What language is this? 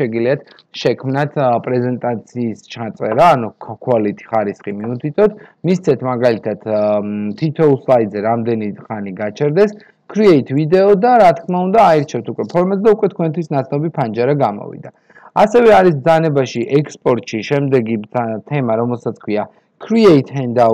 Georgian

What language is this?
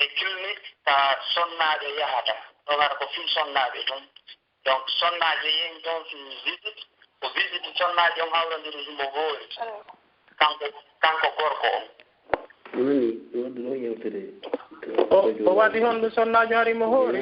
Pular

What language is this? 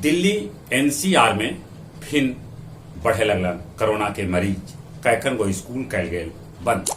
Magahi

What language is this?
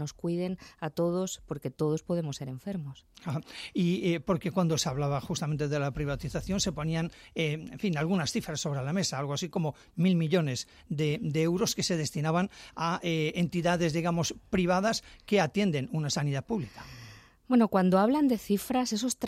Spanish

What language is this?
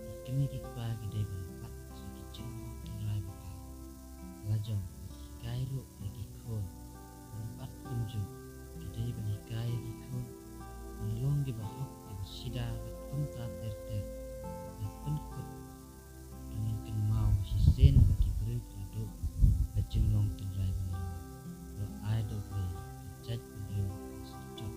Khasi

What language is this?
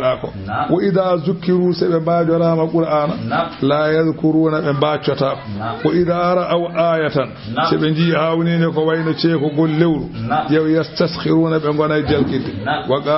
Fula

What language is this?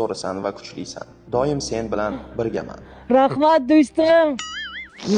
Uzbek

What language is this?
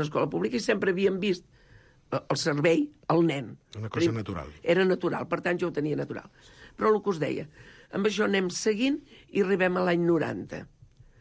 Catalan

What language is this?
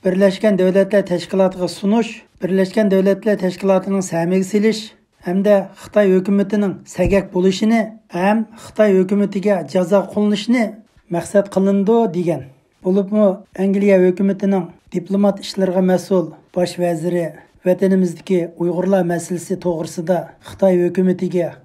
Uyghur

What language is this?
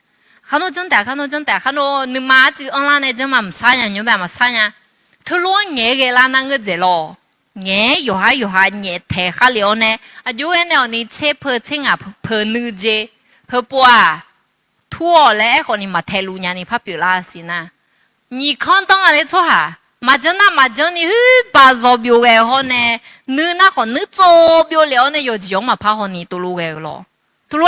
Akha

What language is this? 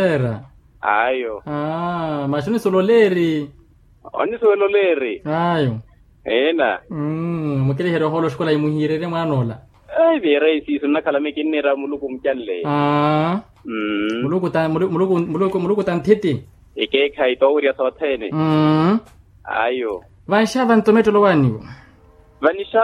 Makhuwa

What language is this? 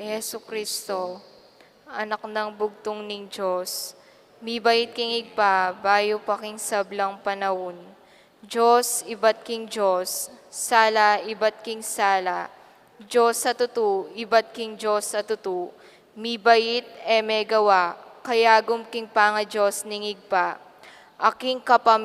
Pampanga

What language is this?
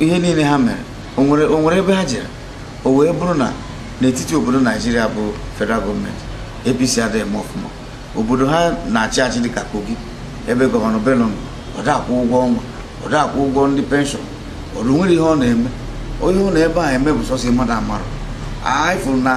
Igbo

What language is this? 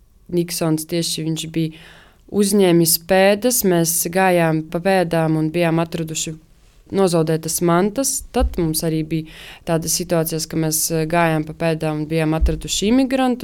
Latvian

